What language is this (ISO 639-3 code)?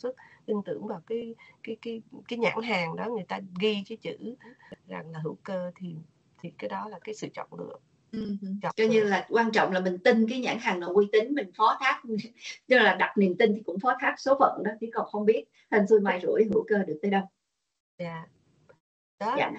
vie